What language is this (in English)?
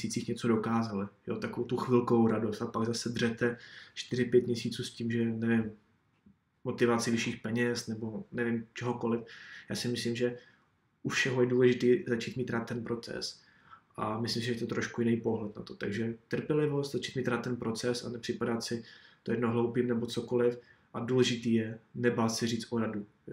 Czech